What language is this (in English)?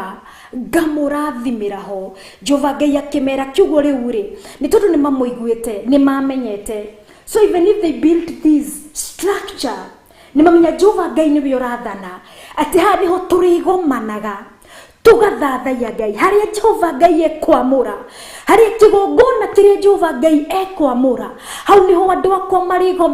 Kikuyu